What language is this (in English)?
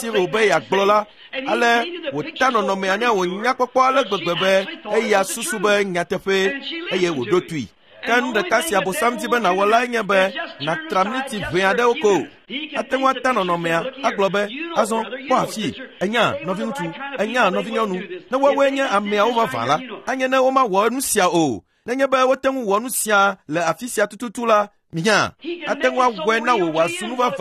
Ewe